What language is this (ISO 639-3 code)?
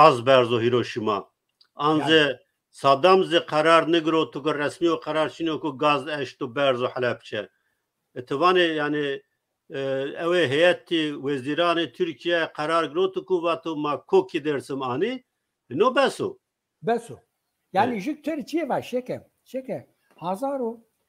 zza